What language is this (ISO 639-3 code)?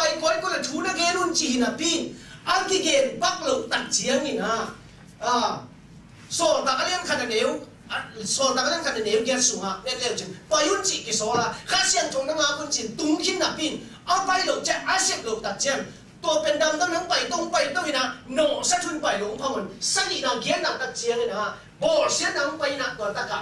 ctd